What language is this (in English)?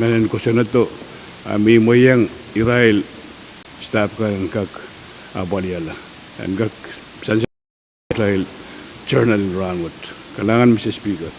Pohnpeian